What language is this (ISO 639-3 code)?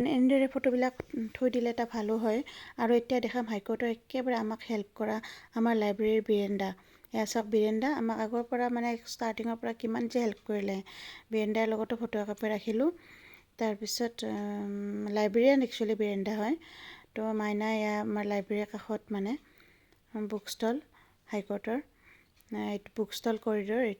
asm